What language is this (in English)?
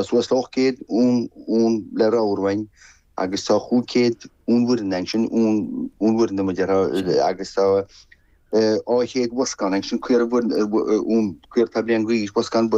Irish